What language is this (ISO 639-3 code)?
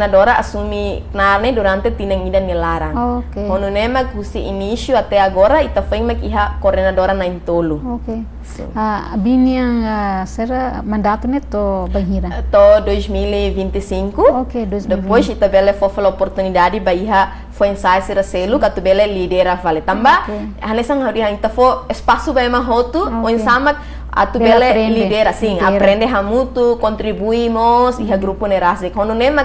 tet